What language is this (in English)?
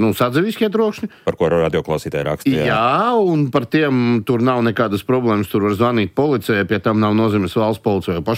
Latvian